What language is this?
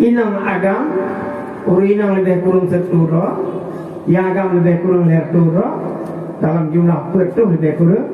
Achinese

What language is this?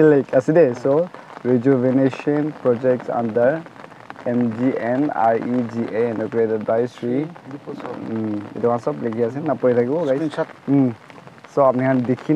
Naga Pidgin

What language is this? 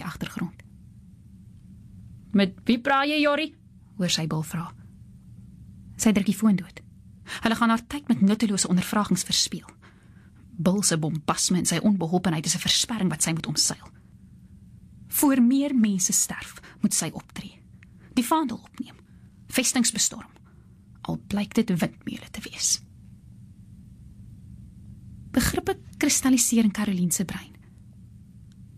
Afrikaans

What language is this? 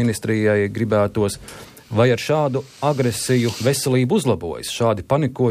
Latvian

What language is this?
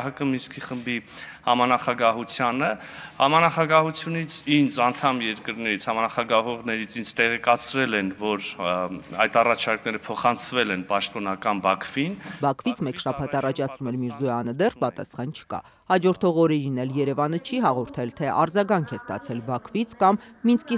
Armenian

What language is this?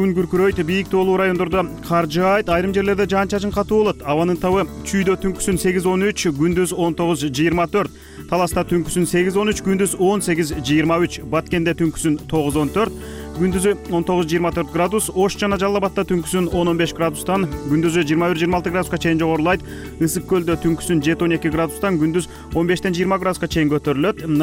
Kyrgyz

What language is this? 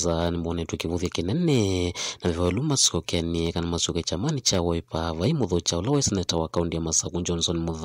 Kamba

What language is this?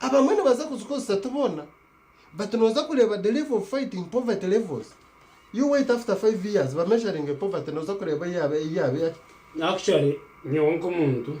Nyankole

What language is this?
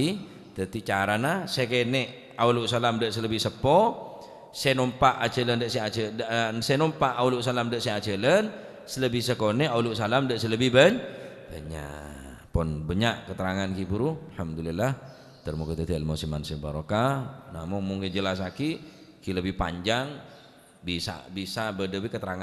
Madurese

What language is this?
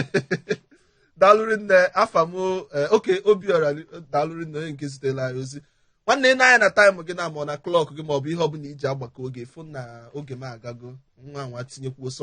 Igbo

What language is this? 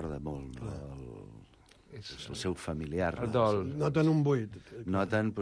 Catalan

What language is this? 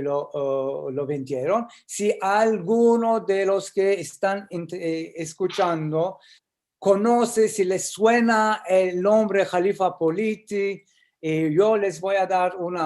Ladino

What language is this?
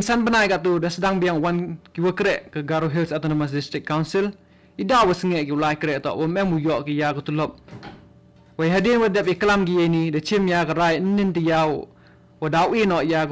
Khasi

